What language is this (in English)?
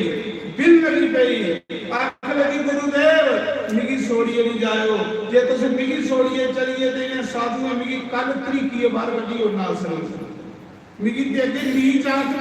Dogri